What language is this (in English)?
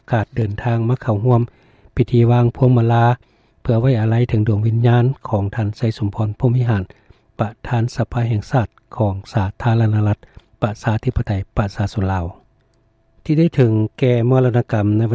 Lao